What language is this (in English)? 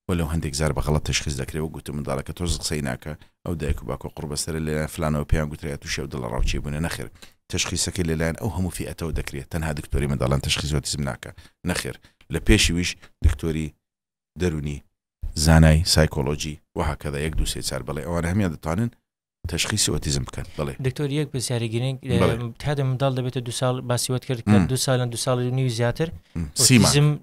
Central Kurdish